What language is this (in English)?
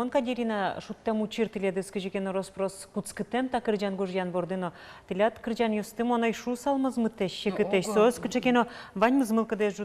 Udmurt